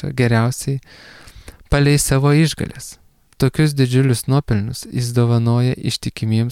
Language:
Lithuanian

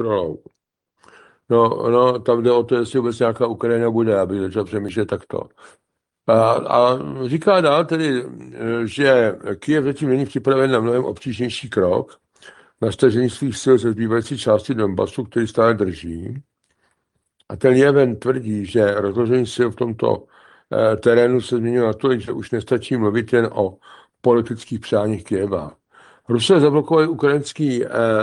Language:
Czech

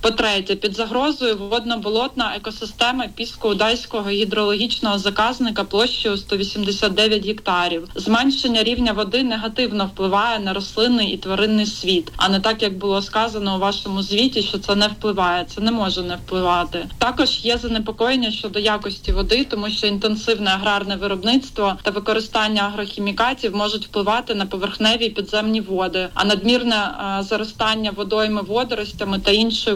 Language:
Ukrainian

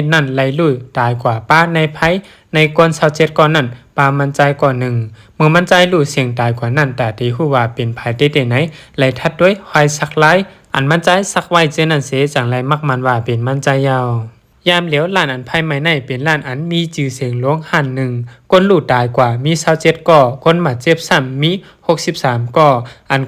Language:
Shan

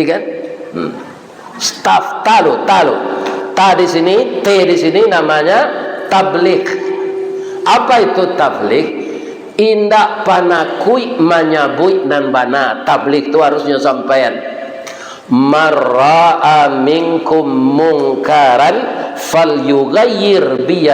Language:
Minangkabau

